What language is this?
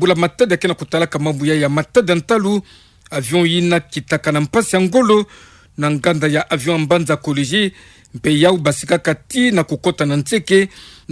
Kituba (Democratic Republic of Congo)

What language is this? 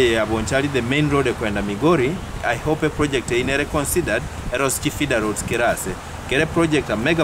Gusii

